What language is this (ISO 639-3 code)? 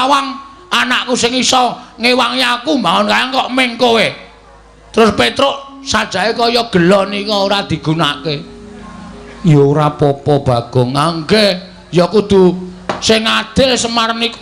jav